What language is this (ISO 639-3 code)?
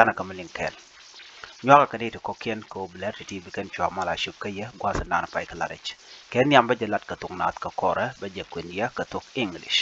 nus